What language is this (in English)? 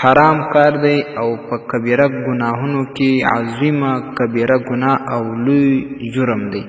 Pashto